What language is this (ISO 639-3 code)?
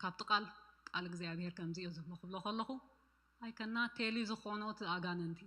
tir